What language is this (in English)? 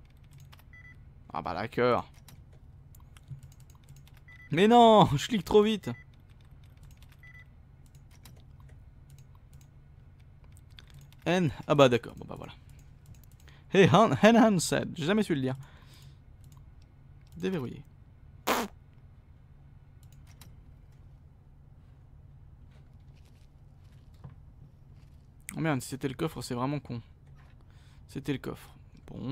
French